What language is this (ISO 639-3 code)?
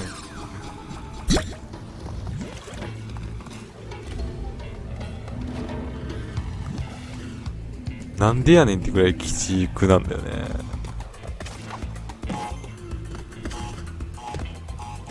jpn